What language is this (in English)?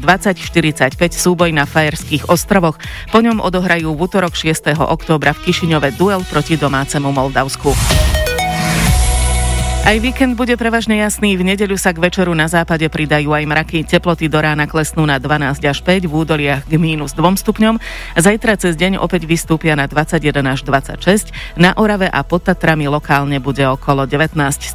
Slovak